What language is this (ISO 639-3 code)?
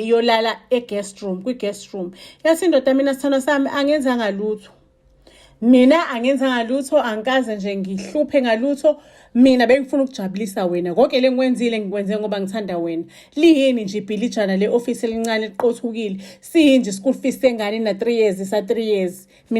zul